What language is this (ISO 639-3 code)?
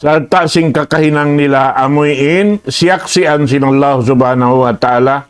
tsg